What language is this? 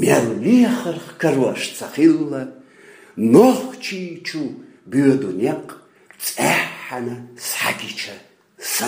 Chechen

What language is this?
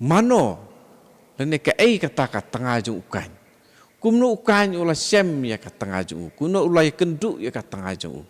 Khasi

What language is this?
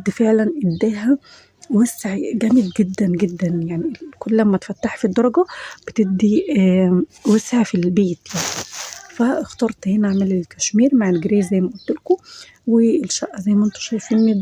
Egyptian Arabic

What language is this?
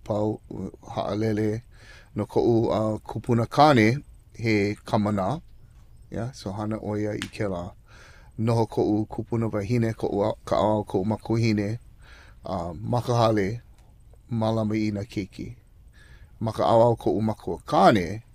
Hawaiian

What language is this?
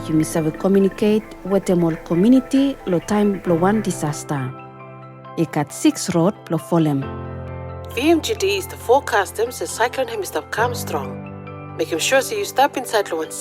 Bislama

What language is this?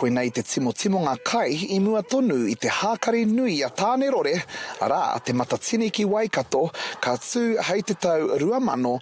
Māori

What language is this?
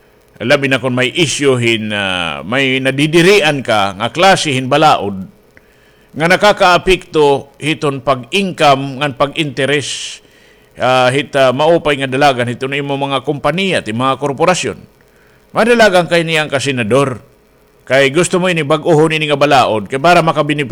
Waray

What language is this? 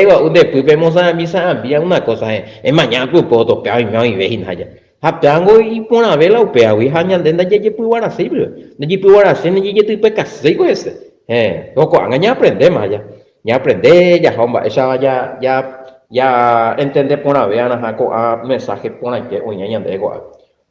Guarani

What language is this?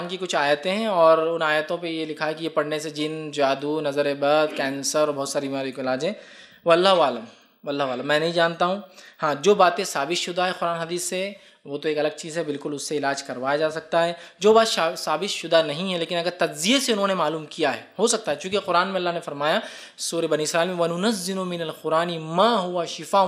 Urdu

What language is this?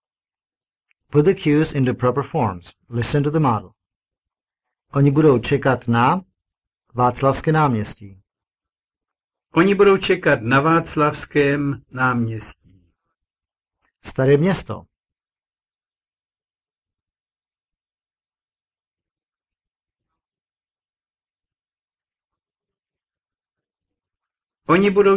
Czech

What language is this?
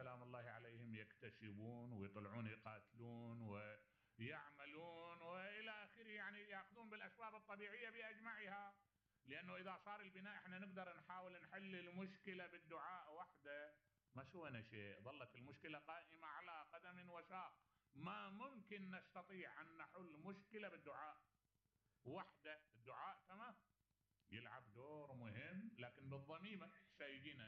Mesopotamian Arabic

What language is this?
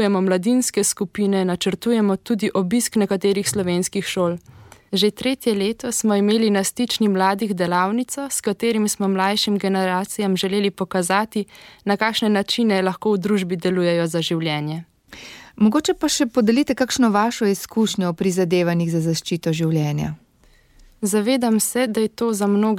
Slovenian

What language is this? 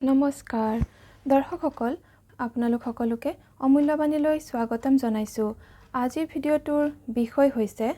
Assamese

